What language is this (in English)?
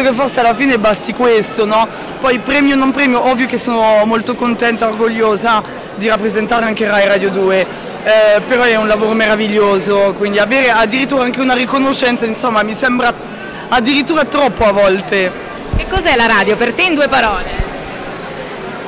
Italian